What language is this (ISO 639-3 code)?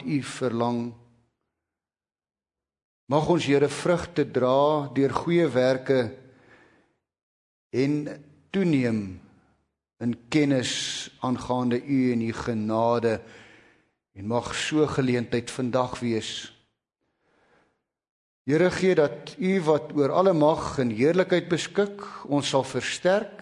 afr